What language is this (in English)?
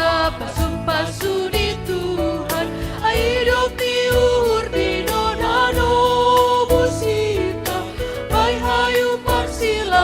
Batak Simalungun